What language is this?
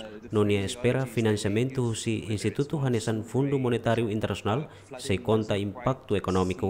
Tetum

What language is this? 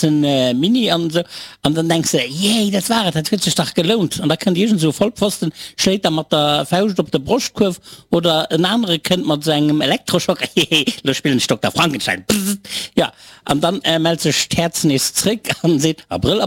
Luxembourgish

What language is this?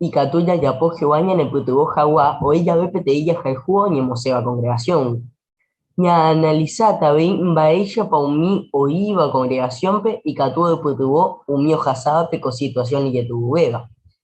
Guarani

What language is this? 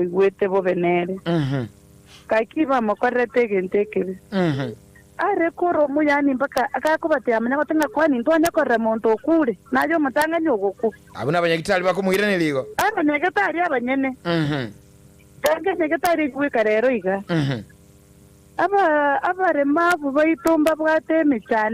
Gusii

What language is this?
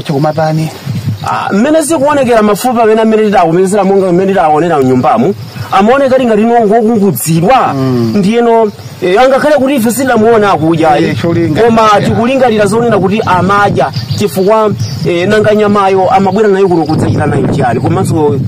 Nyanja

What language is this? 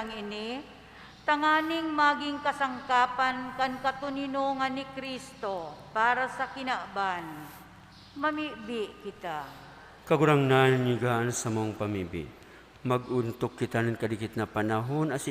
Bikol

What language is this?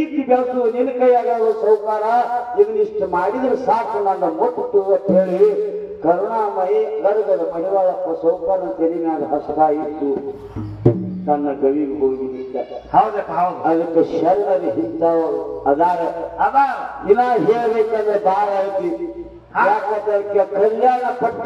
Kannada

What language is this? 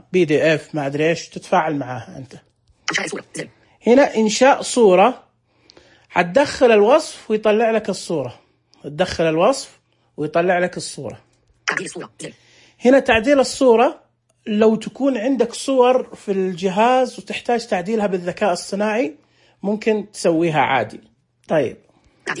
Najdi Arabic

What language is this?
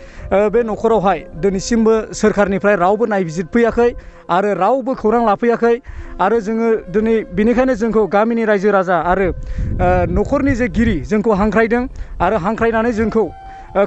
Bodo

